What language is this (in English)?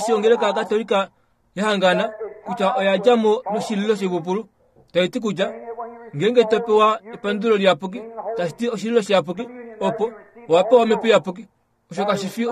Kuanyama